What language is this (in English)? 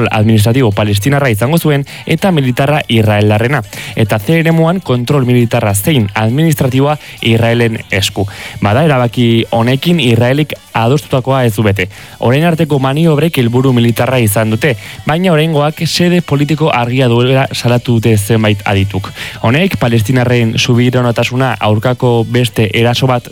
Basque